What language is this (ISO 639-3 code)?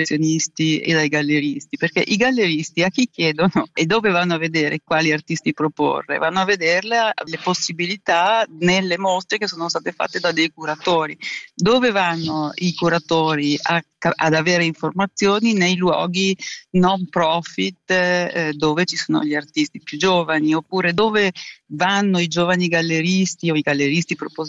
ita